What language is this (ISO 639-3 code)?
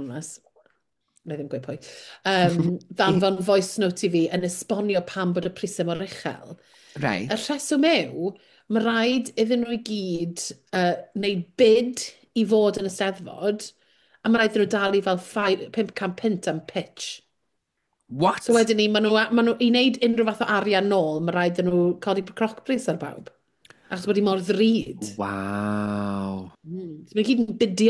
cym